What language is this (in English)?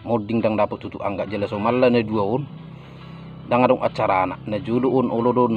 Batak Toba